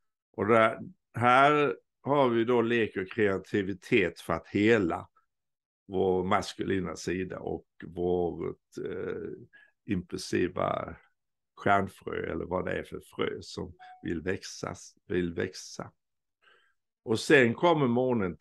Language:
Swedish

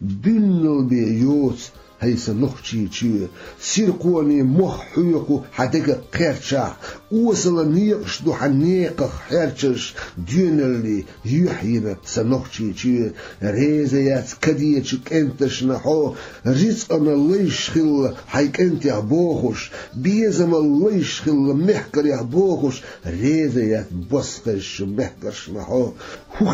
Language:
Chechen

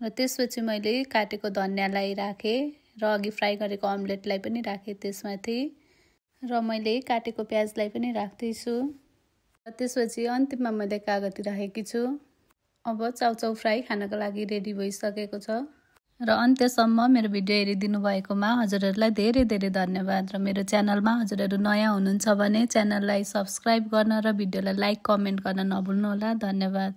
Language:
Nepali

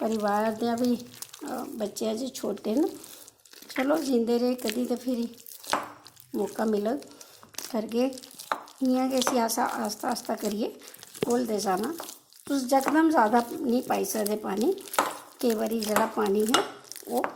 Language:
Dogri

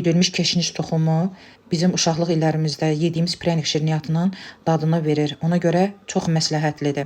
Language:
Azerbaijani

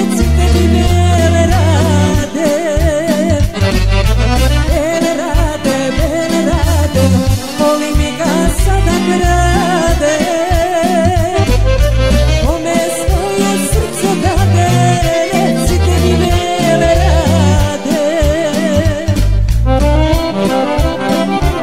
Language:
Serbian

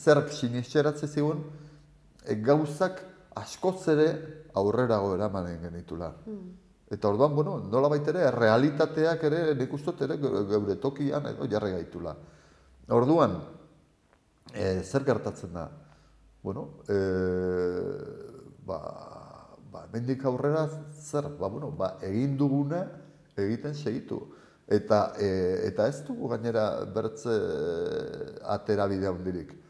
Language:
Basque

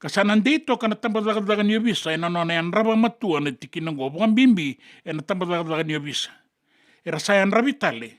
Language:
Fijian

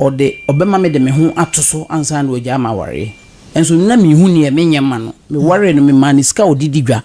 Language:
Akan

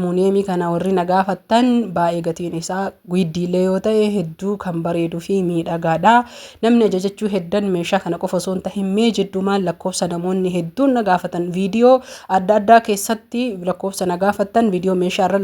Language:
Oromo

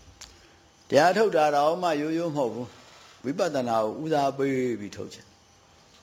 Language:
Burmese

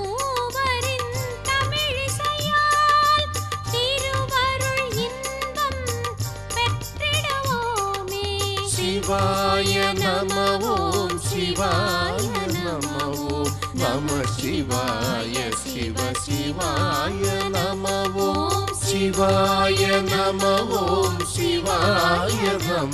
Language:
Tamil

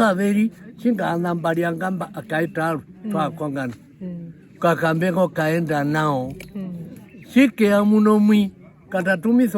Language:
Herero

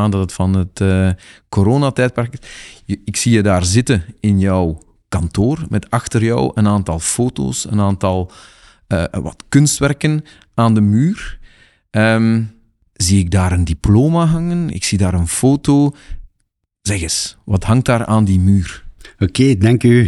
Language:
Dutch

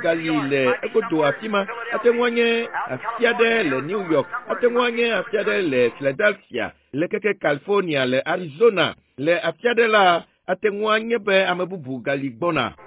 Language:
Ewe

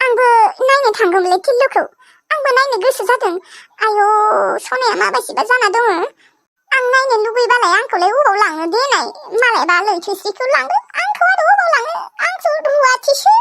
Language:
Bodo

